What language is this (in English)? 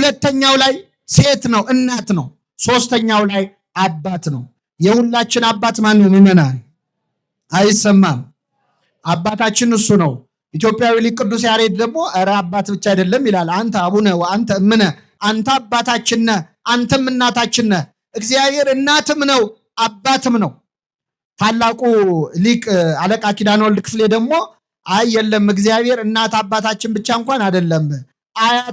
Amharic